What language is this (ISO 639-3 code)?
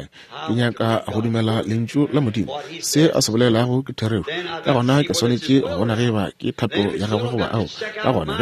nso